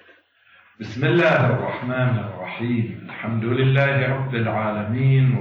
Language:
Arabic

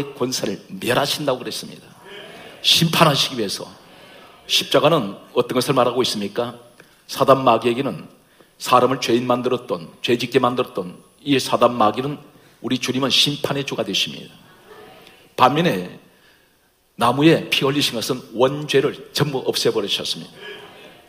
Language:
Korean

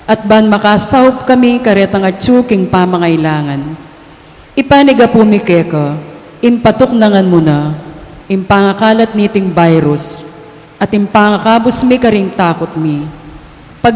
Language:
Pampanga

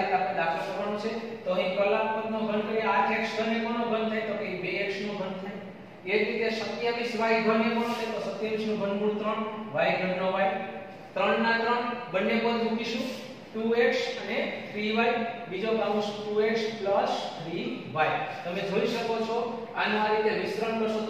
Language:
Gujarati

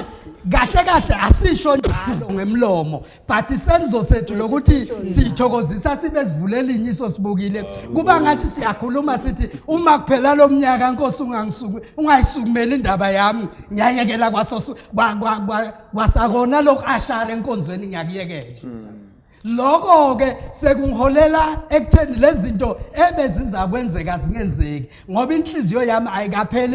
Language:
Zulu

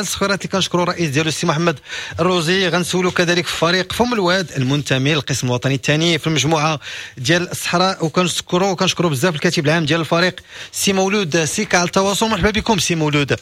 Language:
Moroccan Arabic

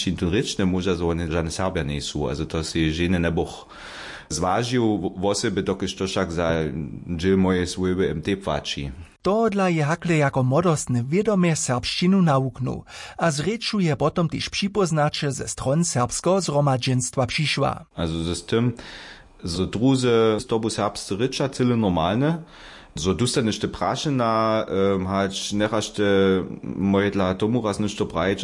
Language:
Upper Sorbian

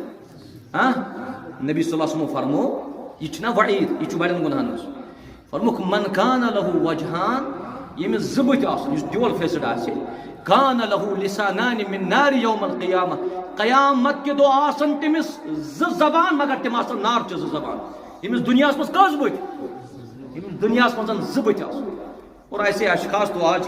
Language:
Kashmiri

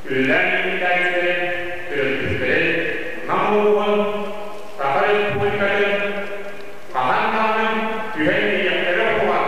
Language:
Yakut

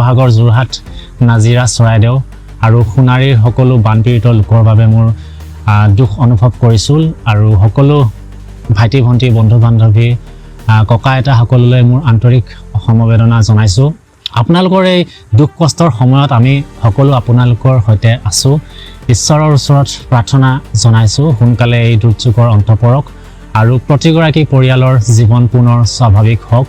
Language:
Assamese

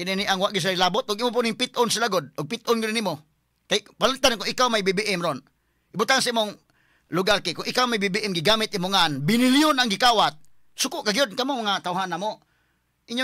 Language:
Cebuano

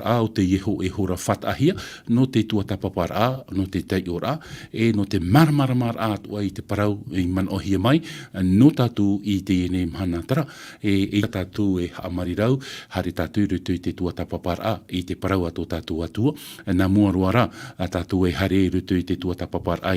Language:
Tahitian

